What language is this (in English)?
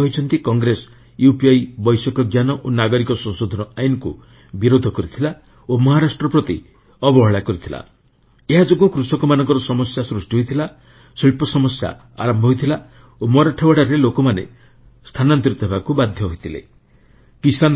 Odia